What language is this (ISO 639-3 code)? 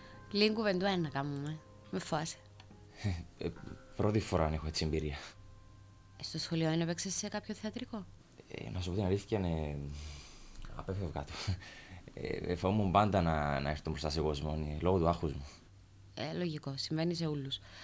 ell